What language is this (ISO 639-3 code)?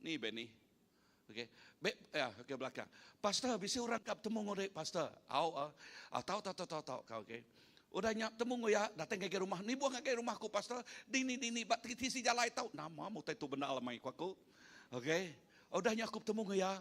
iba